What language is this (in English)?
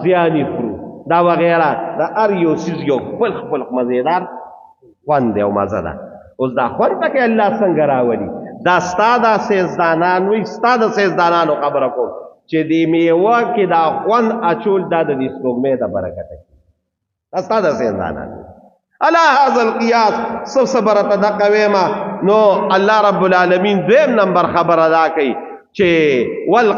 Pashto